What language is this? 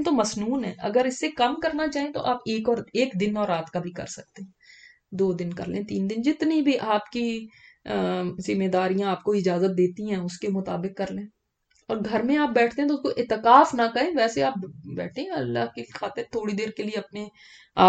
Urdu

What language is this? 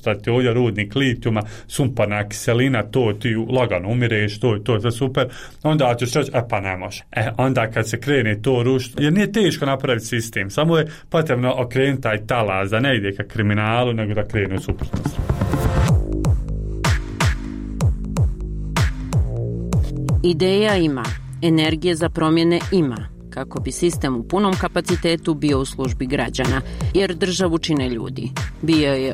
Bosnian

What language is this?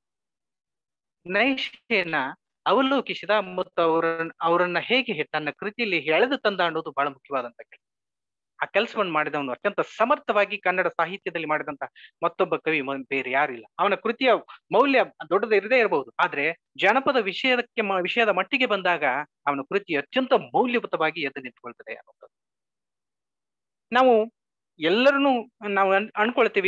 Kannada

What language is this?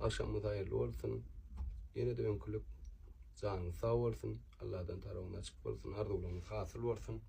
Turkmen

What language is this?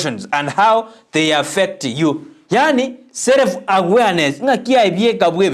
Gusii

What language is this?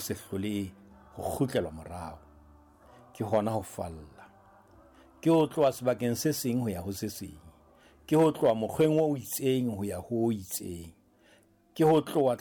Southern Sotho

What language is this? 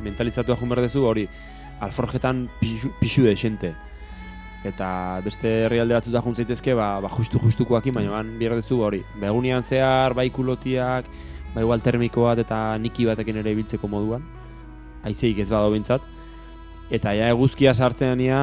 Basque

